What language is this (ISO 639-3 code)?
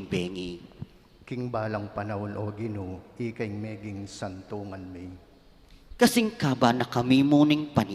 pam